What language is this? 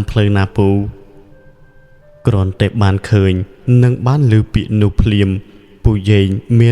Khmer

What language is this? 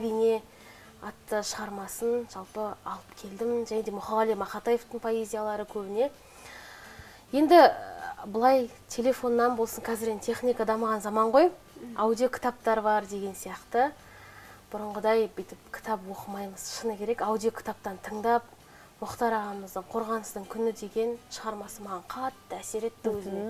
Kazakh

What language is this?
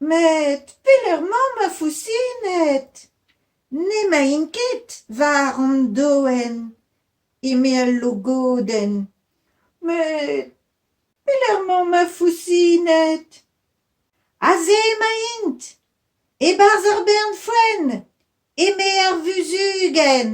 Breton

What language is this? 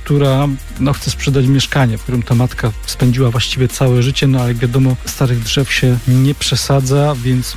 Polish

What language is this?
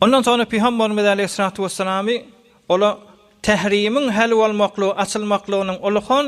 Turkmen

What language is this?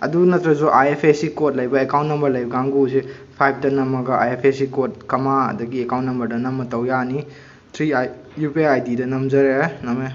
Manipuri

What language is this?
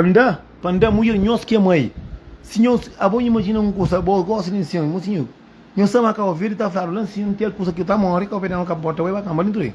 Kabuverdianu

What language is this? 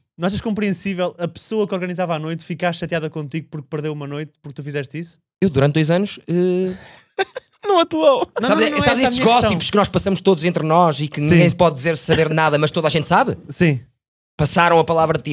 Portuguese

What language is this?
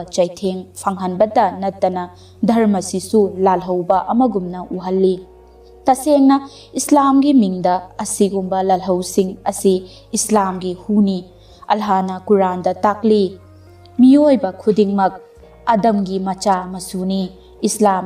Manipuri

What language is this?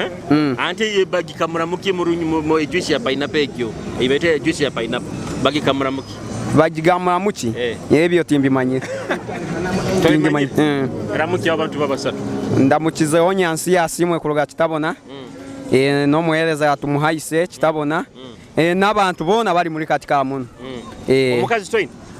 Nyoro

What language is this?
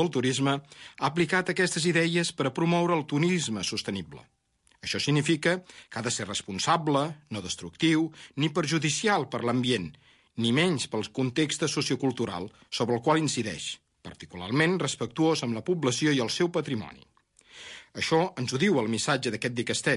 Catalan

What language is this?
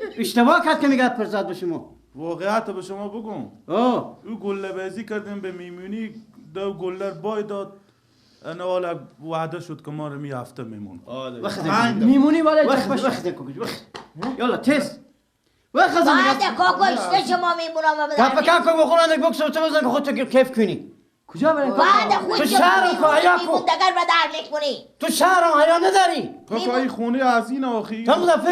Persian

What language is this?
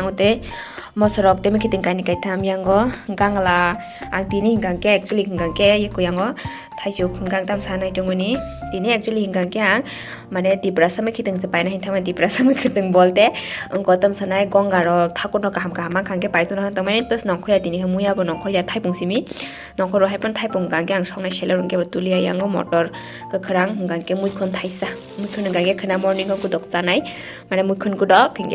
Kok Borok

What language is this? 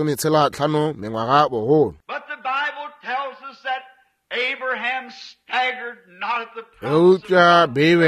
Northern Sotho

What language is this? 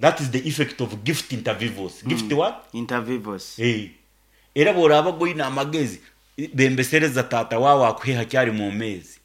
Nyankole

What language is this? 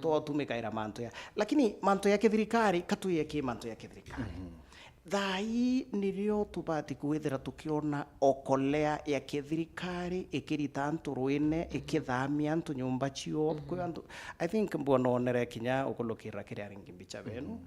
Meru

